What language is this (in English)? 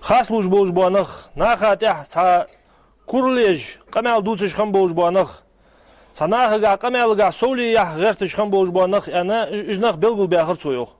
Ingush